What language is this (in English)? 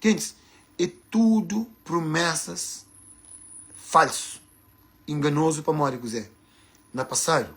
Kabuverdianu